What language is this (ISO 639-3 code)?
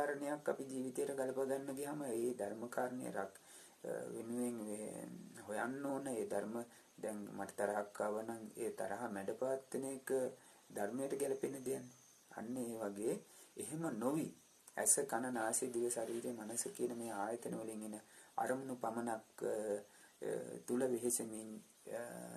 sin